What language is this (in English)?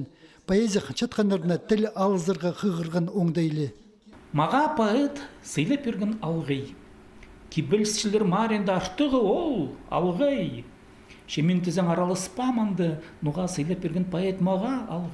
Khakas